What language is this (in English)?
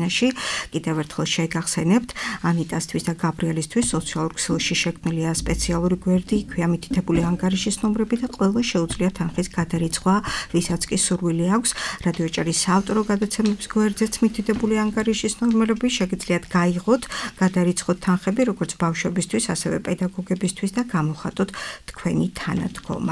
Georgian